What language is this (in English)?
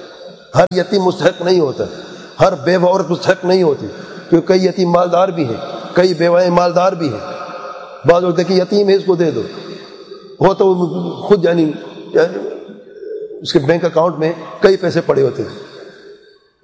Urdu